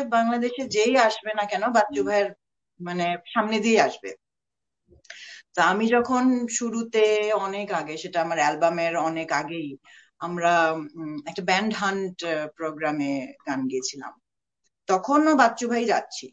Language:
Bangla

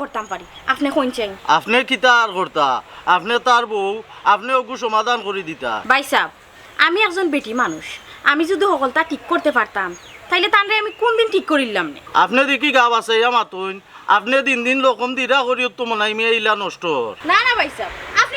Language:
Sylheti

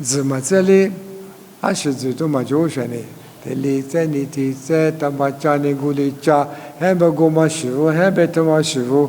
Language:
Lisu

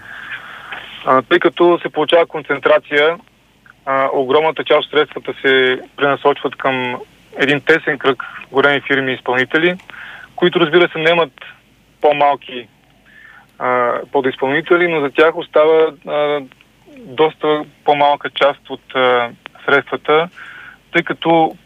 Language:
Bulgarian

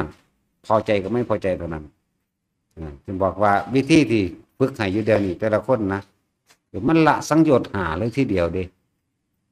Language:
Northeastern Thai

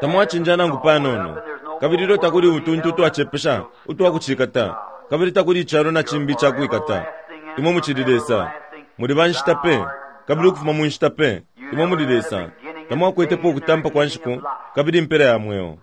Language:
Bemba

